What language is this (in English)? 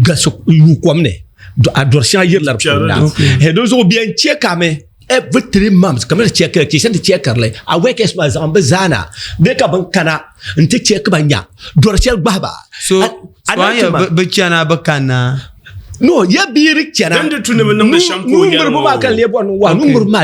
Dagbani